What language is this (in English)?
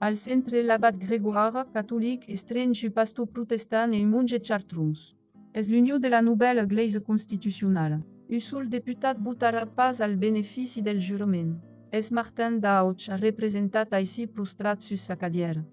Occitan